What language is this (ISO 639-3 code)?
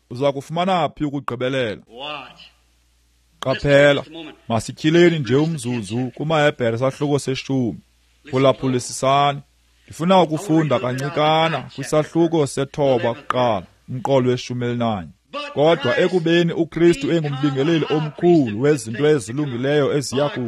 xho